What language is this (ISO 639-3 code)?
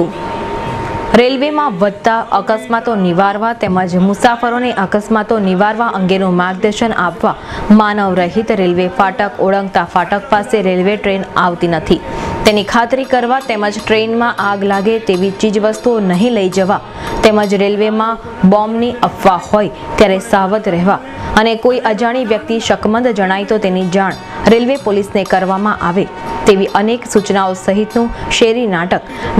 guj